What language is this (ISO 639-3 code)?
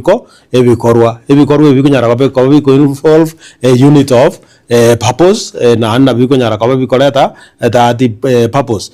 guz